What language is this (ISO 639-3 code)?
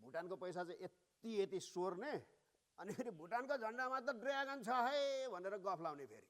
nep